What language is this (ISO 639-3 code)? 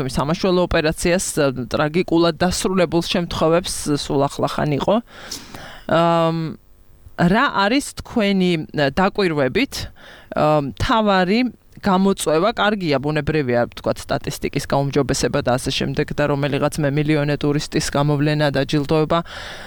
kat